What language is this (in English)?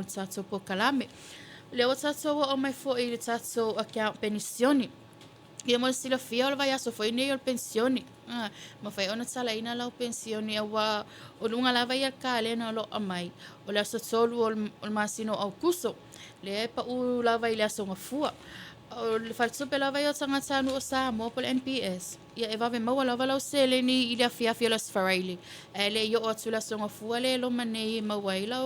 Samoan